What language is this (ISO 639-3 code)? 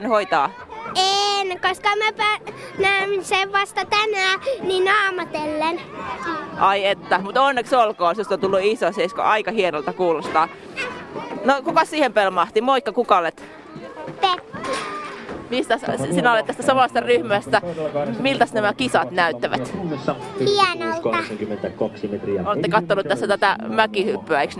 fin